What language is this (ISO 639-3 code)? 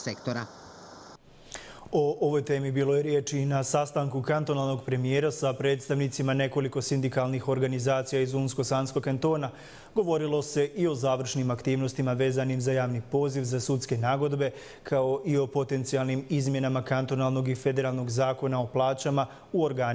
bos